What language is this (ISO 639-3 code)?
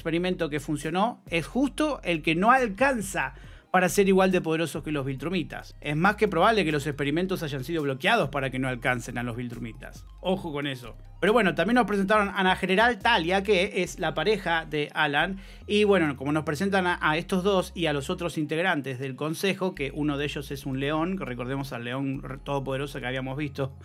spa